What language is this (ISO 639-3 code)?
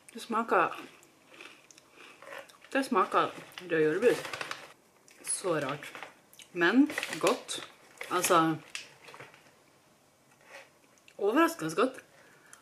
nor